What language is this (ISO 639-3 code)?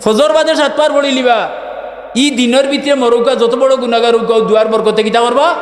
syl